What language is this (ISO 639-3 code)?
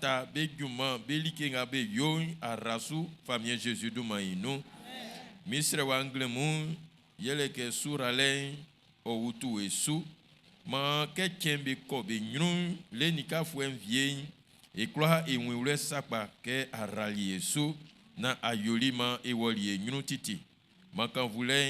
bci